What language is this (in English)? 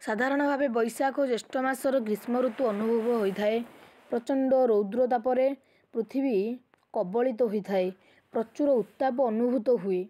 Odia